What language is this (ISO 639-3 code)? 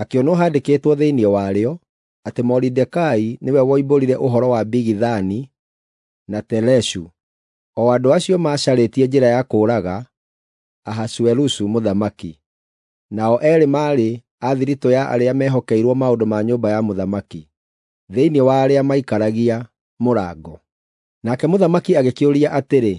kik